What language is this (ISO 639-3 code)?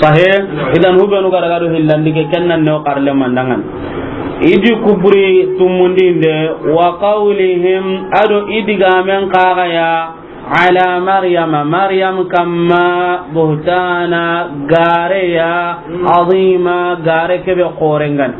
snk